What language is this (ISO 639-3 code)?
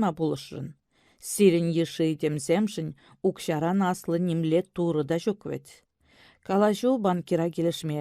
chv